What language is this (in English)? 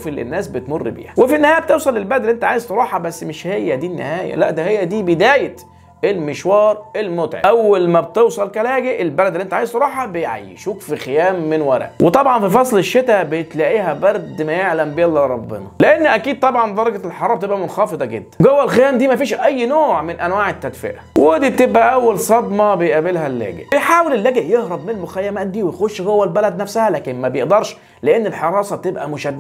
Egyptian Arabic